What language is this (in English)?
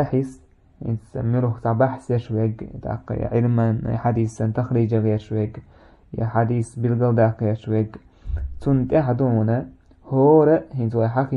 Chechen